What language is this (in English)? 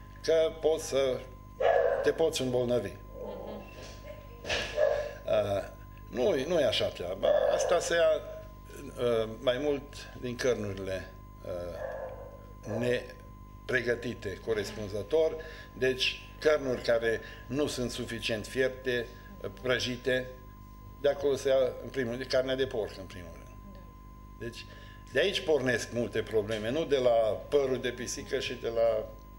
Romanian